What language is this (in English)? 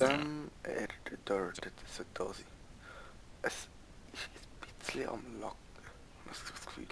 Swiss German